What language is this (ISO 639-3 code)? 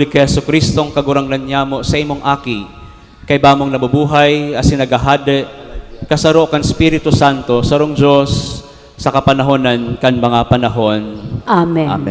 bik